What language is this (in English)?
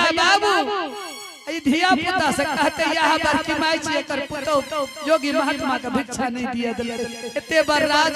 Angika